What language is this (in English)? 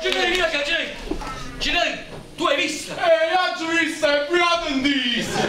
Neapolitan